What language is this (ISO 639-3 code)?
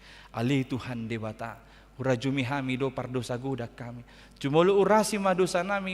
bbc